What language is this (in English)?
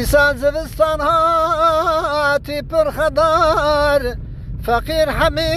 Kurdish